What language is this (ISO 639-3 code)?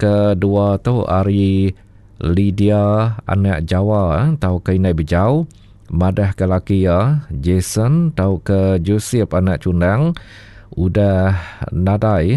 iba